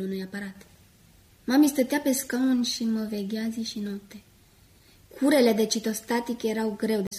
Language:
Romanian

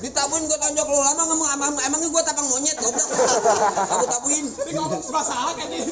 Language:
Betawi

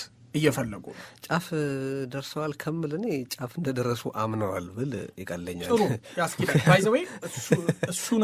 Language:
Amharic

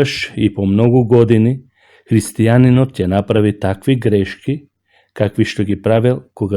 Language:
Macedonian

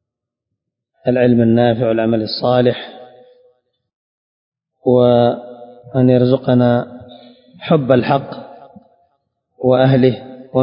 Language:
Arabic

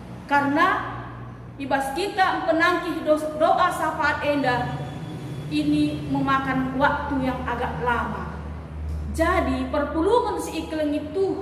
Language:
Batak Karo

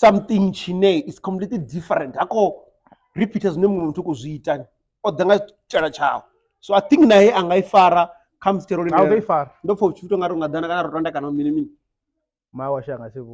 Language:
Venda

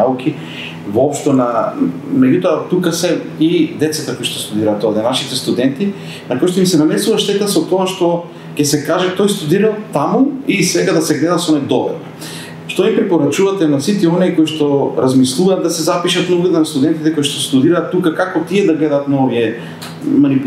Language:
Macedonian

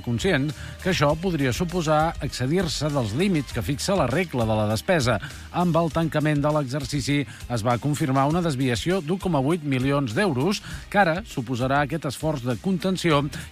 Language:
Catalan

